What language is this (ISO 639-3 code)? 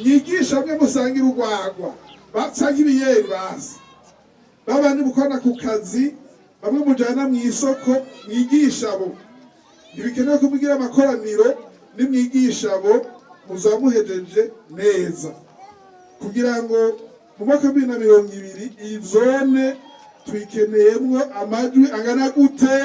run